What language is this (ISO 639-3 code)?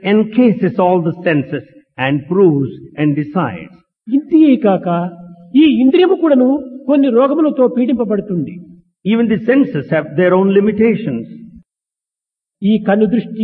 tel